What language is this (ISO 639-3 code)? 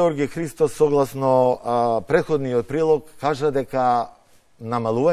mkd